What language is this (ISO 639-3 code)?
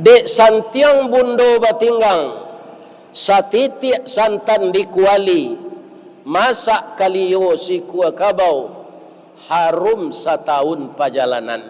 min